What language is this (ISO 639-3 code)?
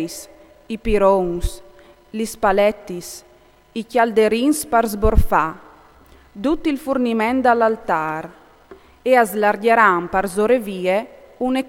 fur